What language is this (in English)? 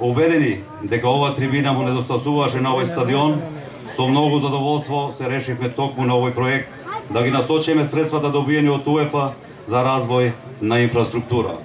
Macedonian